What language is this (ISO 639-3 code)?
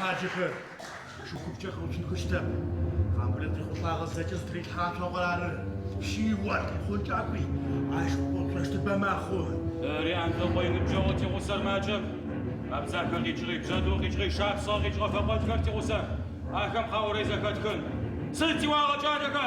ady